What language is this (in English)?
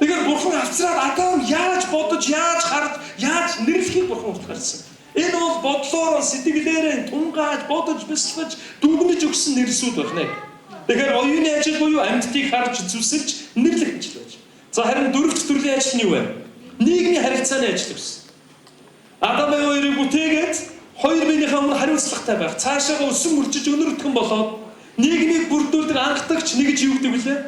Mongolian